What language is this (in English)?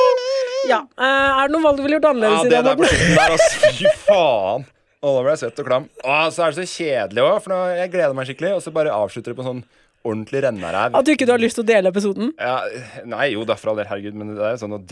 Norwegian